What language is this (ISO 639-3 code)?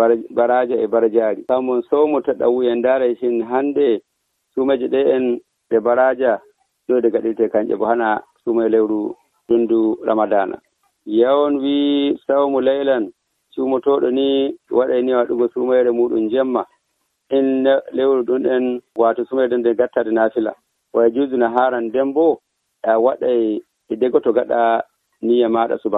fuv